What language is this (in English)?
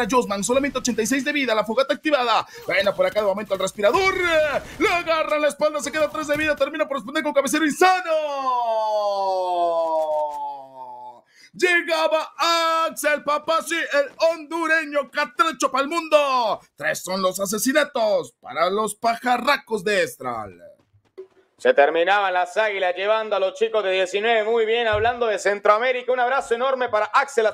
Spanish